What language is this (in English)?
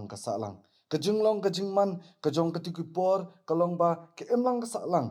Khasi